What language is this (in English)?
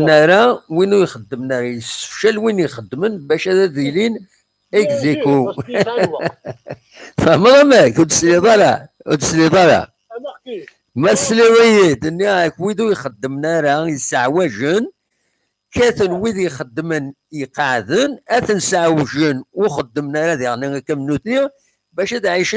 Kabyle